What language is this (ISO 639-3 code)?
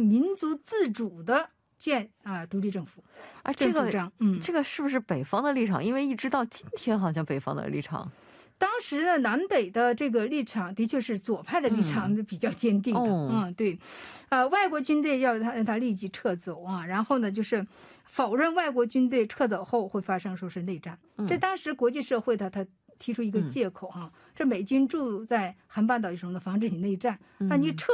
zho